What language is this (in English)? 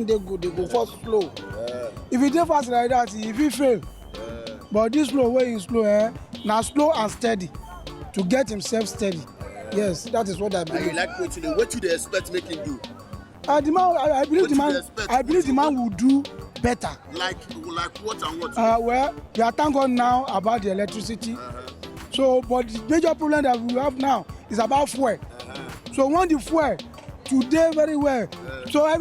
Nigerian Pidgin